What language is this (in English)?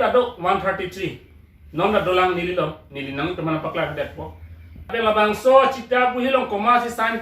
Karbi